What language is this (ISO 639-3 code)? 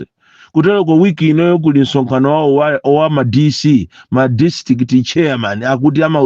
nya